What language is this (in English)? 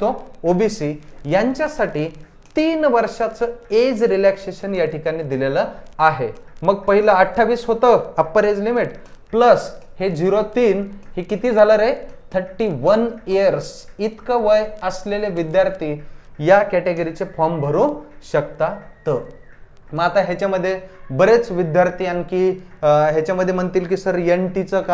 Marathi